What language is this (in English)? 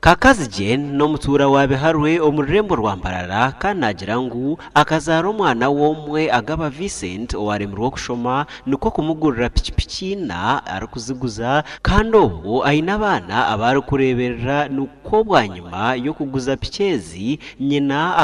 Nyankole